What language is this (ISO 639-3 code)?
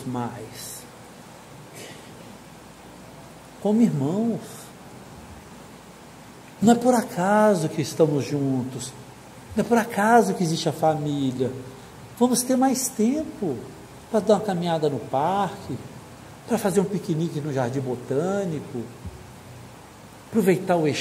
por